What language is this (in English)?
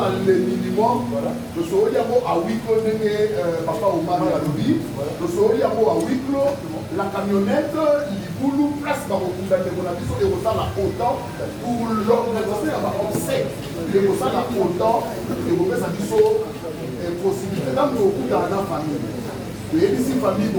Lingala